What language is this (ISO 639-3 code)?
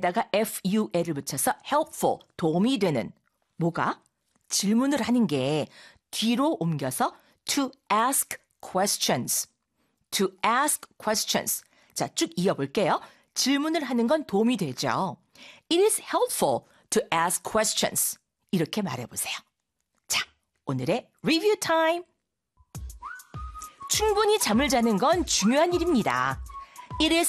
kor